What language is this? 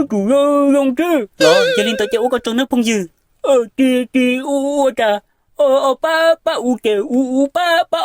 Hmong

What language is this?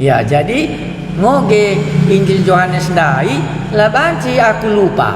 Batak Karo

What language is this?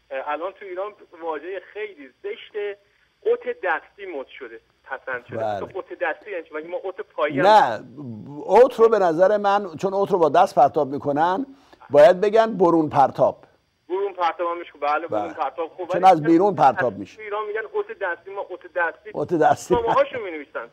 Persian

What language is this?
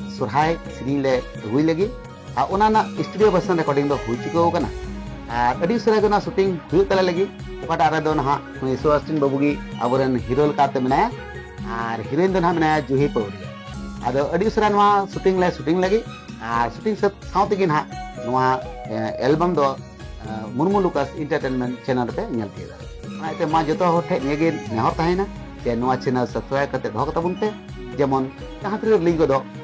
Santali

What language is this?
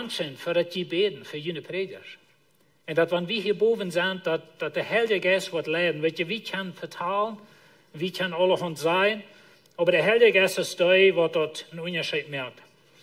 Plautdietsch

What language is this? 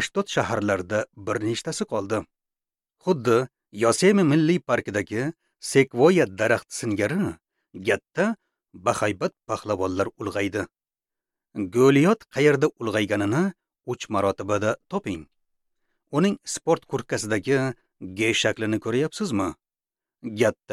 Uzbek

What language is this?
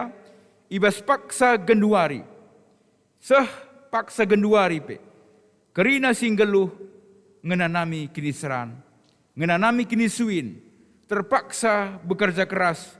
Batak Karo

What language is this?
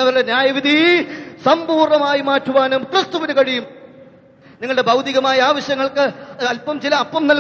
Malayalam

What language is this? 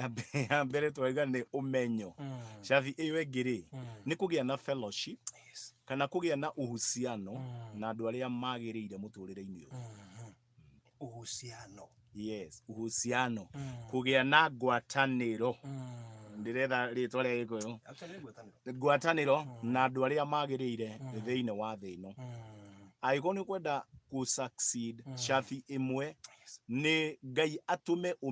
Kikuyu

